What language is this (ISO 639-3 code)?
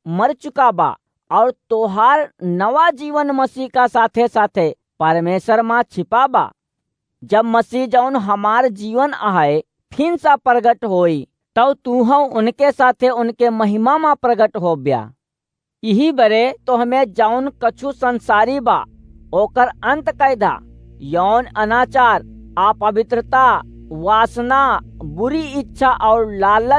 awa